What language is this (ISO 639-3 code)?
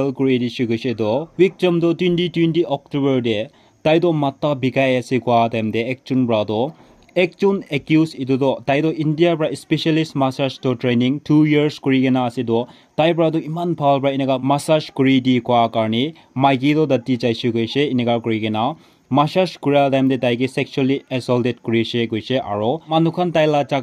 nag